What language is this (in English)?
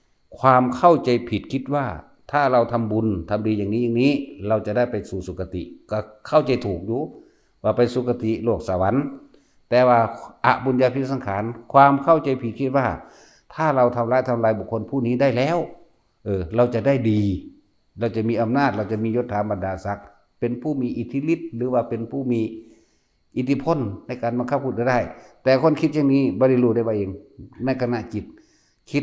Northeastern Thai